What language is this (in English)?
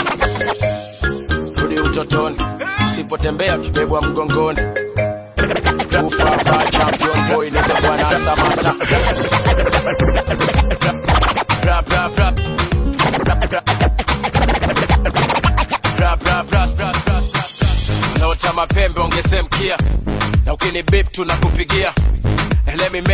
Swahili